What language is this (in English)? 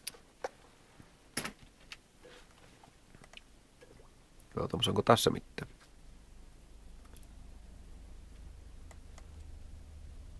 Finnish